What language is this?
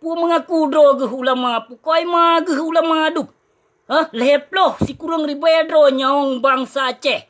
Achinese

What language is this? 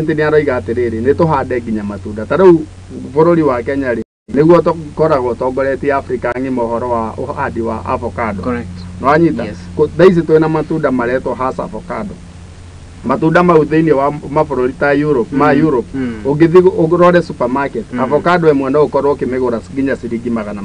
Kikuyu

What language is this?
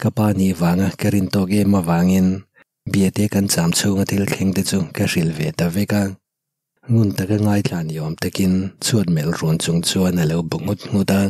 Mizo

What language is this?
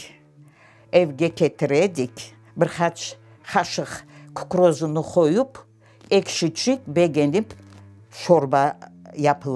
Crimean Tatar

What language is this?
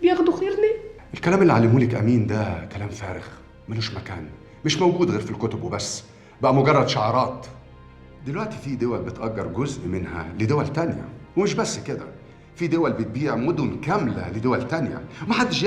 Egyptian Arabic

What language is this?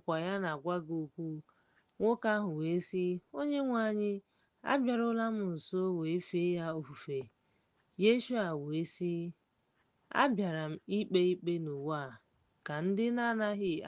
Igbo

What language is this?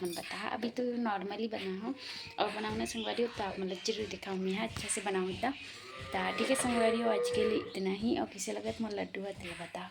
Chhattisgarhi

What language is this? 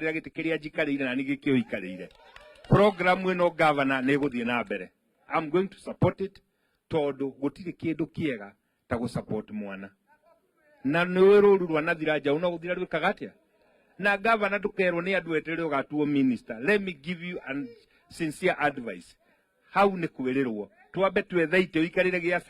Kikuyu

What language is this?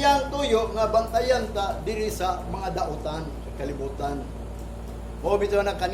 Cebuano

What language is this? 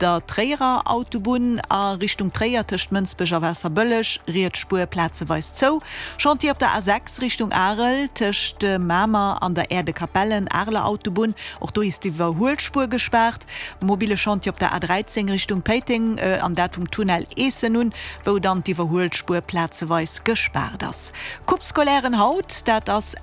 Luxembourgish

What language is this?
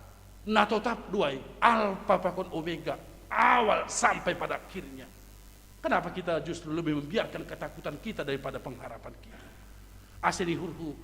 Batak Simalungun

